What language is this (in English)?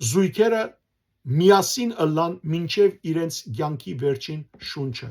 Western Armenian